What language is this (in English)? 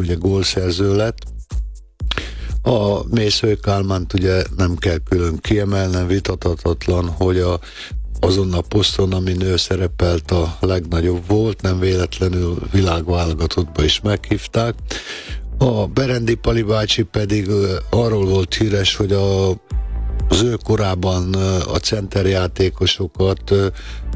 Hungarian